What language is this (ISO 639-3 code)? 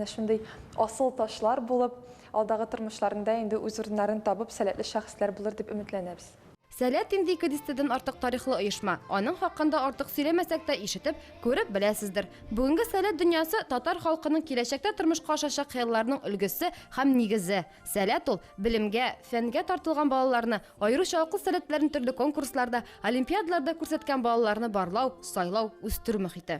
tat